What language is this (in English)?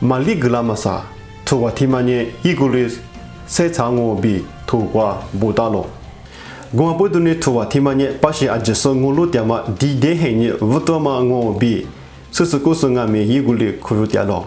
Lisu